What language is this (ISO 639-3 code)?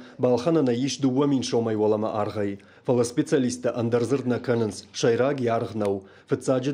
oss